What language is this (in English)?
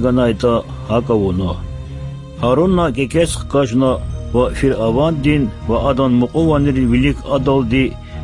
Lezghian